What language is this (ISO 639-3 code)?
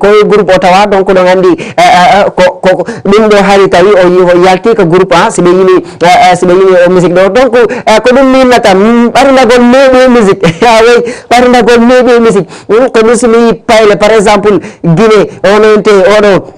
ful